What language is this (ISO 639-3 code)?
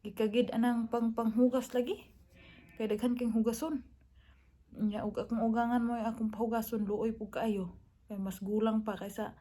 ceb